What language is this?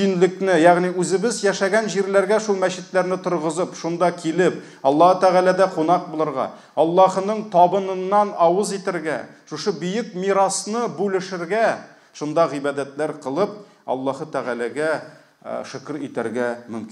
Tatar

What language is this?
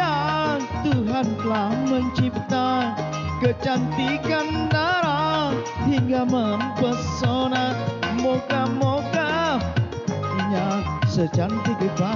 Banjar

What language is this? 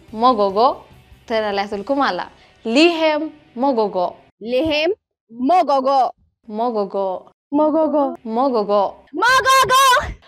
Tigrinya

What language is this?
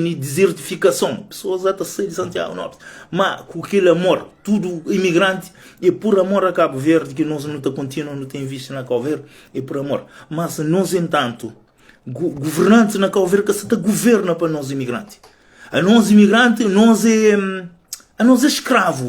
Kabuverdianu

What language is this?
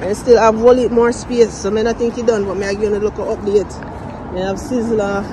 Jamaican Creole English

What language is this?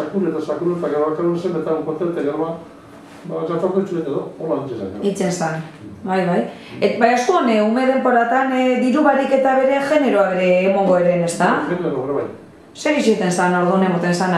Basque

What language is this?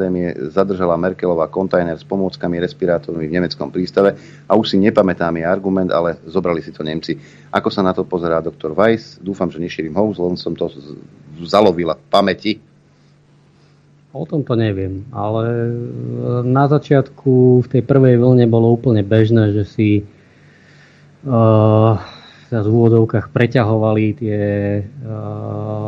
Slovak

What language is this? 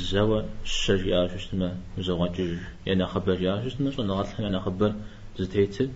Kabardian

